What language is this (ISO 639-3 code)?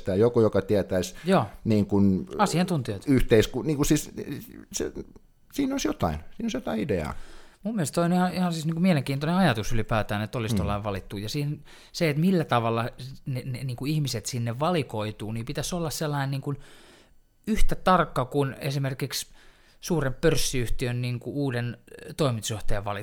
fin